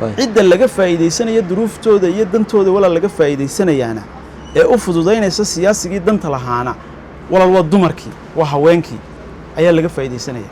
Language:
Somali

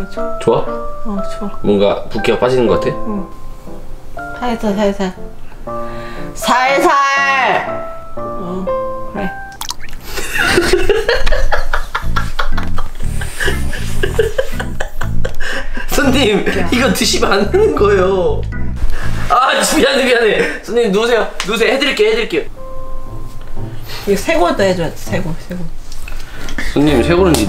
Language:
Korean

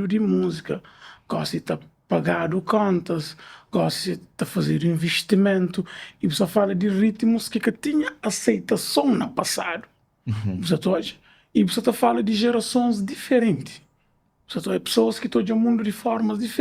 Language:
Kabuverdianu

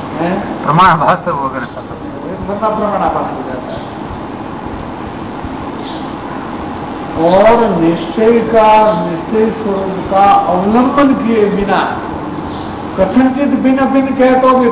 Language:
Hindi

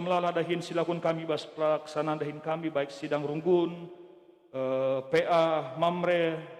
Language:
Batak Karo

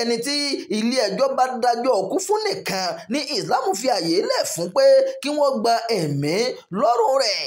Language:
Yoruba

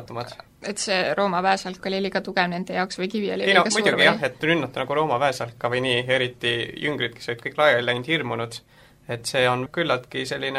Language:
Estonian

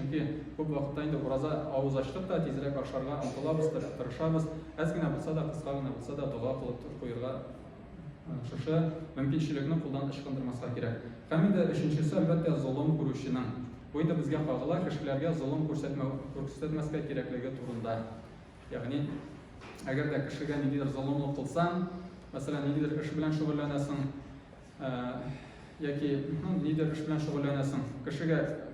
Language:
Tatar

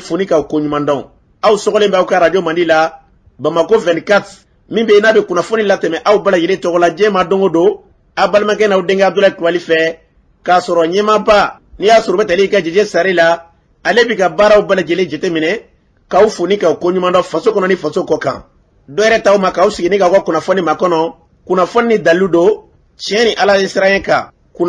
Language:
Bambara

